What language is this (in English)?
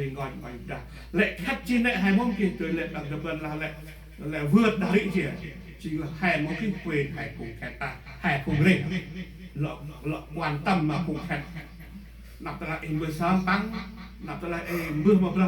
Central Mnong